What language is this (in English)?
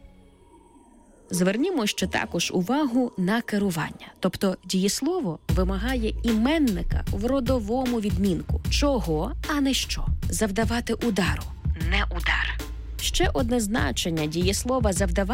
Ukrainian